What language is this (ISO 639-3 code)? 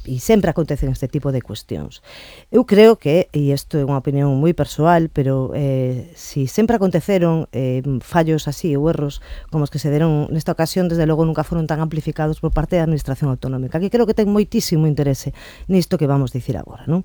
glg